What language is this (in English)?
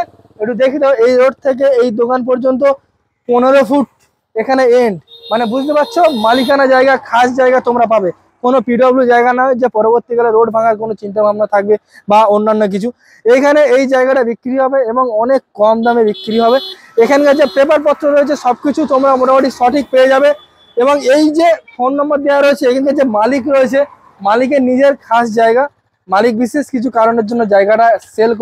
Bangla